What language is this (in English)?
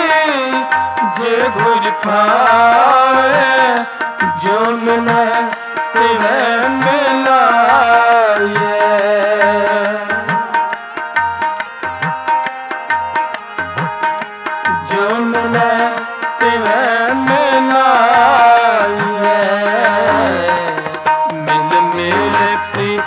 Punjabi